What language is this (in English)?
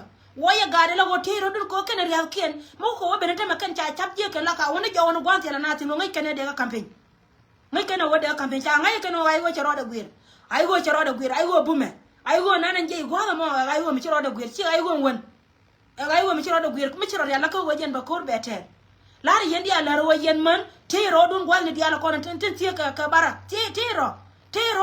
Nuer